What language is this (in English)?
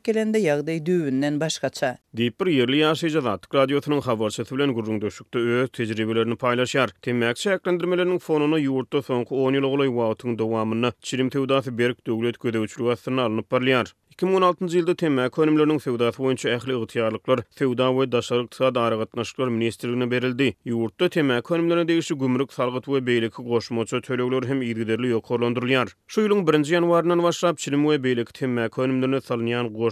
Turkmen